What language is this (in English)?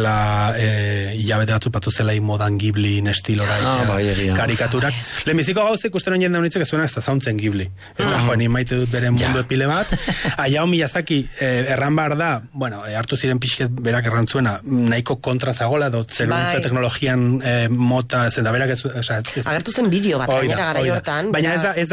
Basque